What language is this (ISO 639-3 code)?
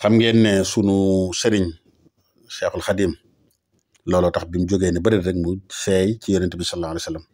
wol